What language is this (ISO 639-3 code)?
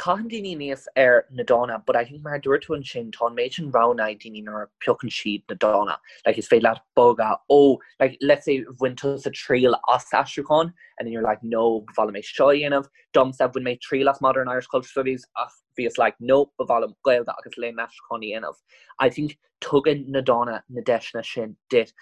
gle